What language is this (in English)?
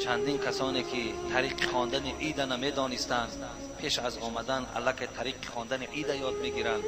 Tajik